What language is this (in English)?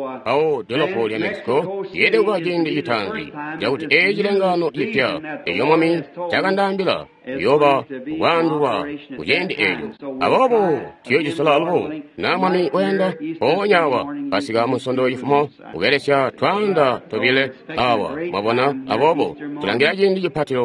Tonga (Zambia)